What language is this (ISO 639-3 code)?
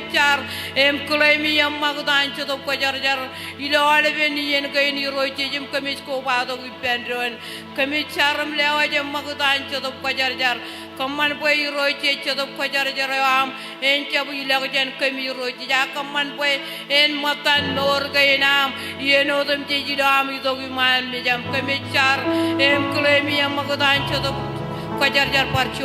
mah